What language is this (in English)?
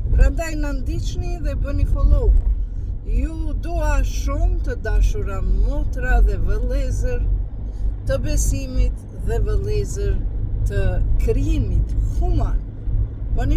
Albanian